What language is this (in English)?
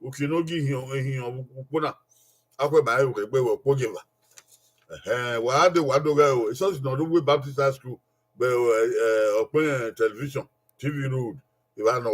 Bini